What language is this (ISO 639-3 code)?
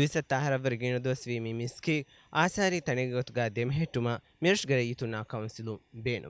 div